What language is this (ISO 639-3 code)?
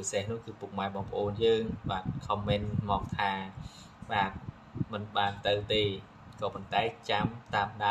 khm